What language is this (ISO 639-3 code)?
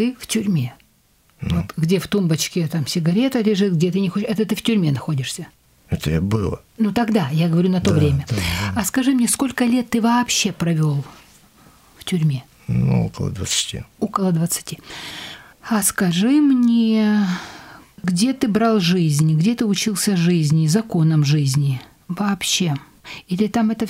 rus